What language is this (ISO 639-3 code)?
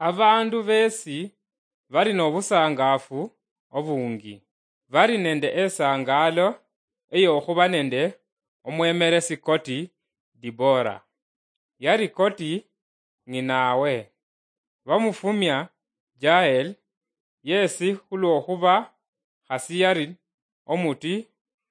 luy